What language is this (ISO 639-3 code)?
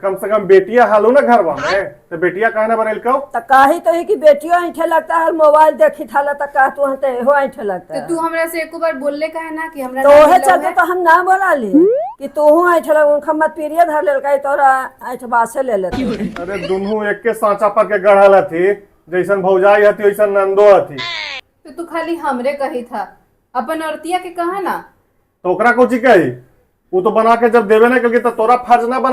mag